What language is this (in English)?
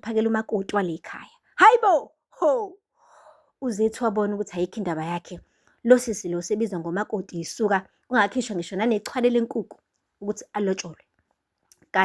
Zulu